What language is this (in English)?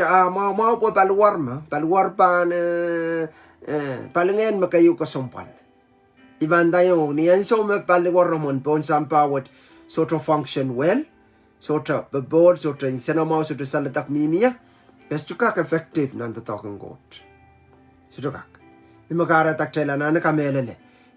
Pohnpeian